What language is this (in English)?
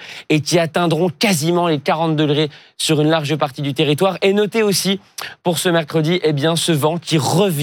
French